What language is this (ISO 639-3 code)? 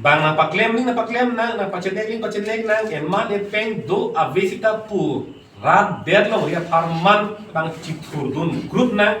mjw